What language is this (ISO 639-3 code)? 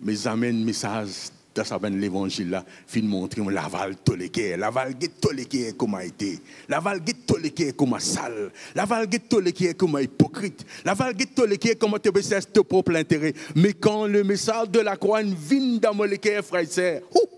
mfe